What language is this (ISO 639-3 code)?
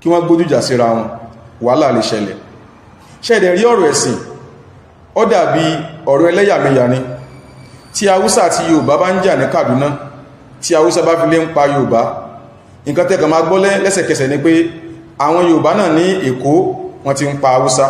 yor